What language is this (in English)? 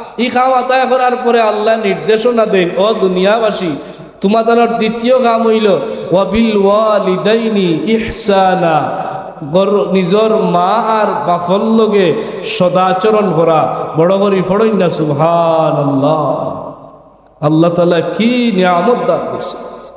Sylheti